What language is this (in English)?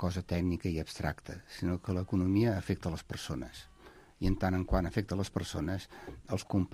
Catalan